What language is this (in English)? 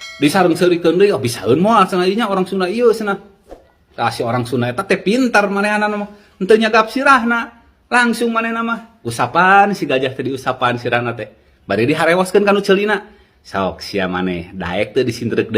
Sundanese